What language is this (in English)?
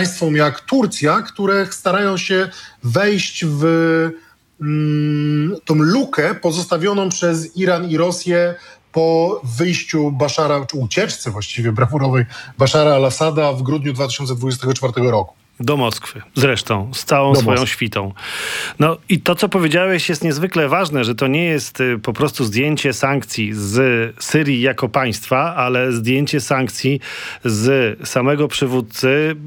Polish